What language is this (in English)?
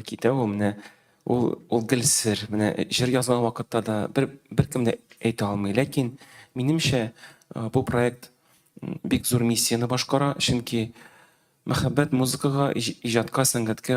Tatar